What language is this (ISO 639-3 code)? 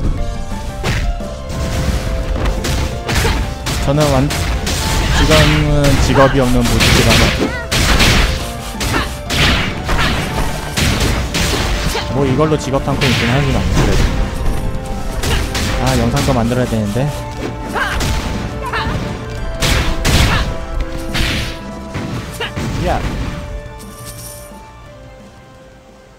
kor